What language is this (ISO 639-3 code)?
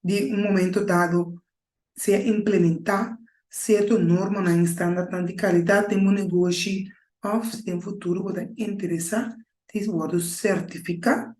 pap